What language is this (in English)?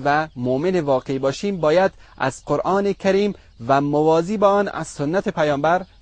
Persian